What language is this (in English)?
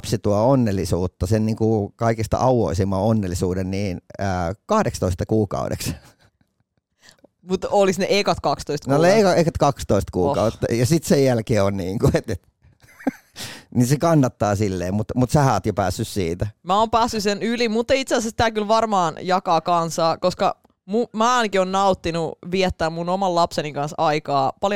Finnish